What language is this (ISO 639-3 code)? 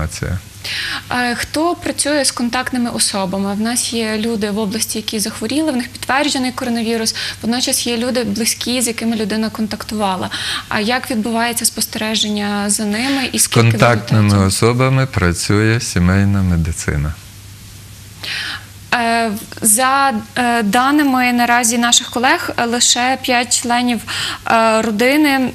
ukr